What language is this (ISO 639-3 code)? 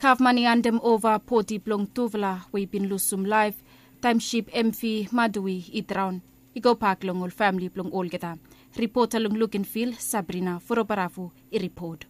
bis